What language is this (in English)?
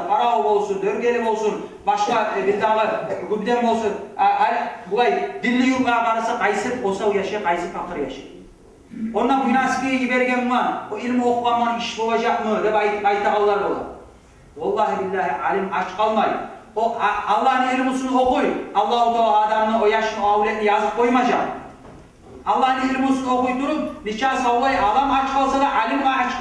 Kumyk